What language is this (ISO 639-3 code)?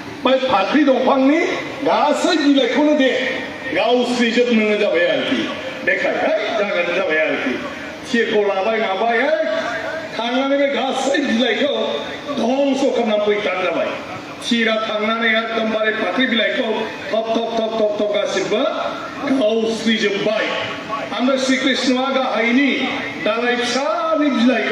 brx